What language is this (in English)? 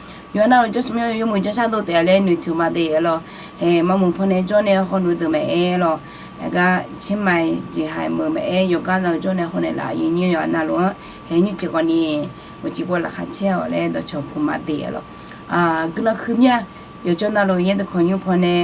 Akha